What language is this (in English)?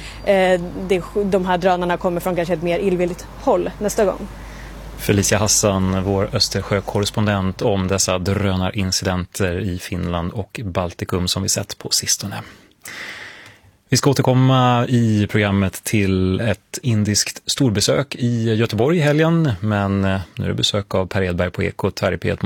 Swedish